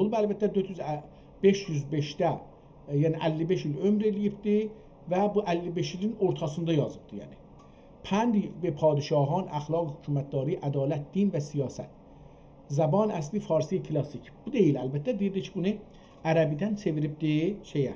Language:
South Azerbaijani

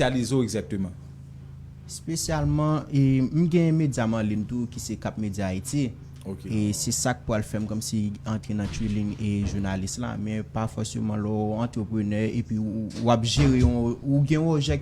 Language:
Haitian Creole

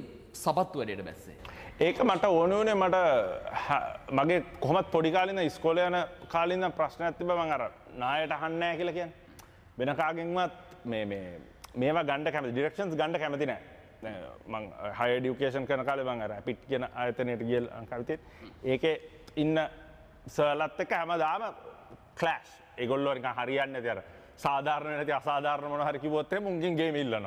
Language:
Sinhala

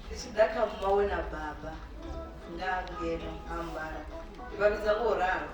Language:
Venda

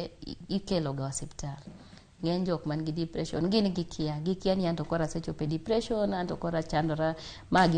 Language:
Luo (Kenya and Tanzania)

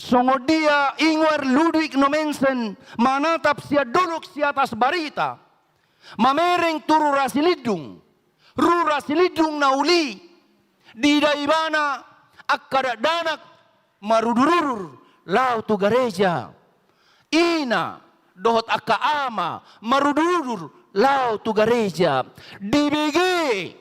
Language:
Batak Toba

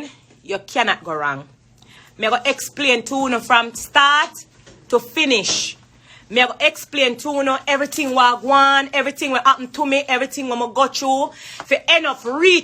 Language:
Jamaican Creole English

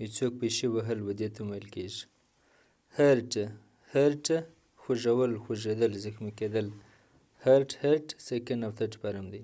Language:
Pashto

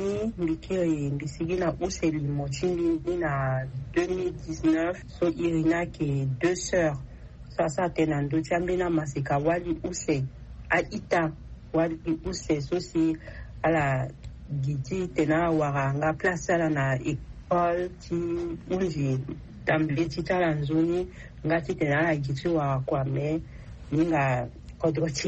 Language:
Sango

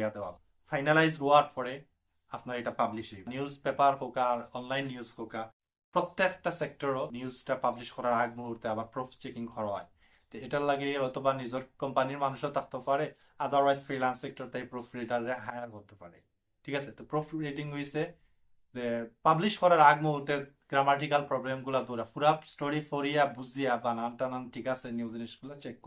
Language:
Sylheti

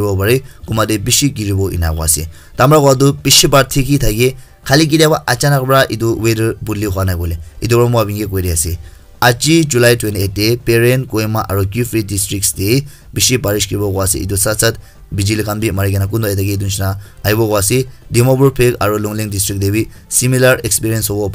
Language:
Naga Pidgin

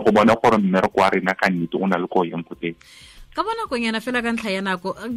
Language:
Tswana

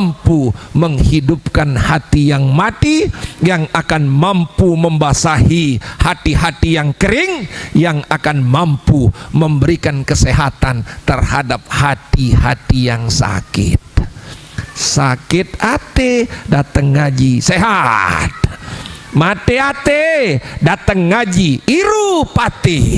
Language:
Sasak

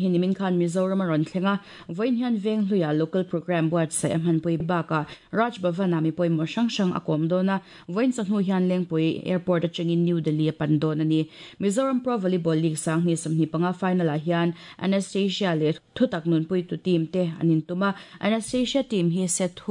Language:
Mizo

